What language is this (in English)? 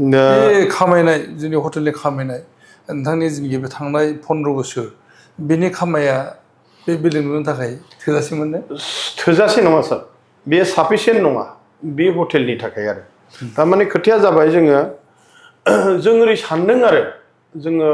Bodo